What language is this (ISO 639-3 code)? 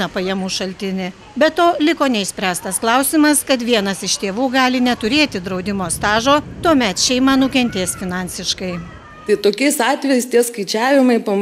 lit